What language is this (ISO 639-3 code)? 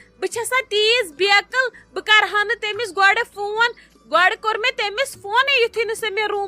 kas